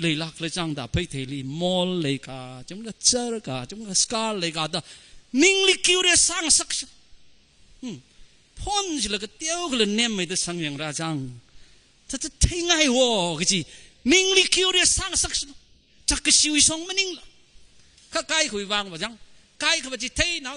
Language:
Tangkhul Naga (India)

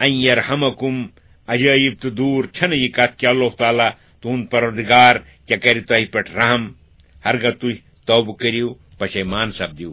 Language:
Kashmiri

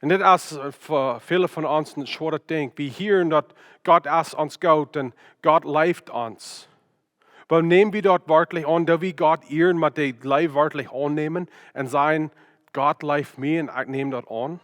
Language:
Plautdietsch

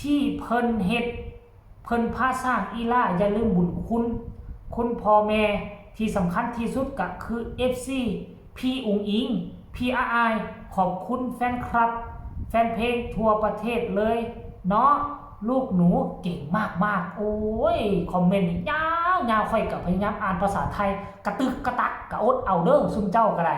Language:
Northeastern Thai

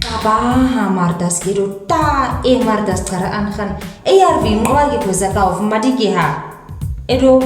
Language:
Nama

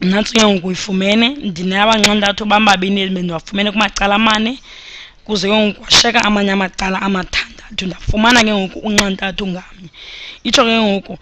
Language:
Xhosa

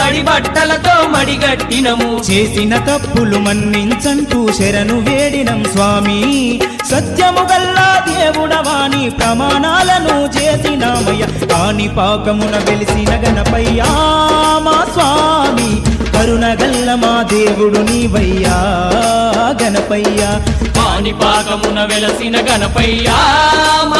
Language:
Telugu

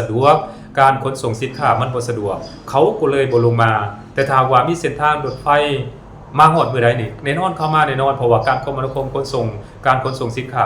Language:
Lao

